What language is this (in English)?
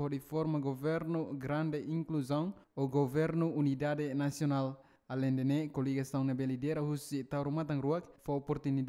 Tetum